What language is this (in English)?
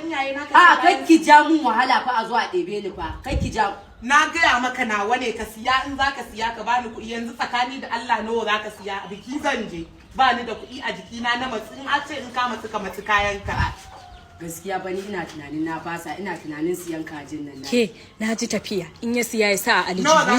Hausa